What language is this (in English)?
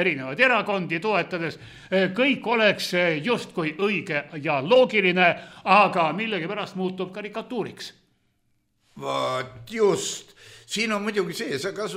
Estonian